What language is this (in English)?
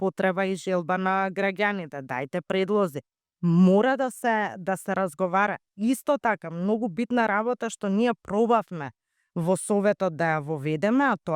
Macedonian